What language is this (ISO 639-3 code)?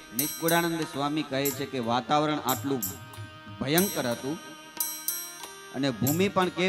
guj